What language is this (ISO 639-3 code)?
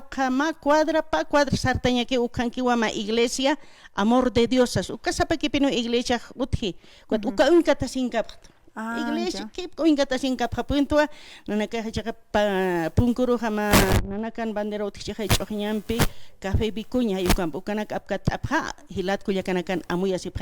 aym